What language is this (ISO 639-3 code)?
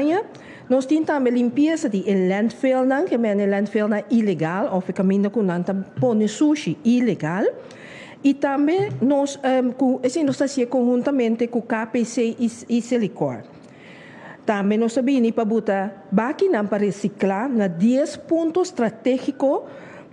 pap